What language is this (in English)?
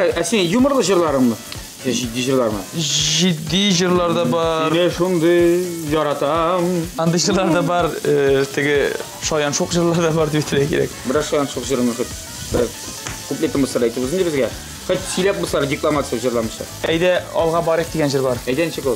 Tatar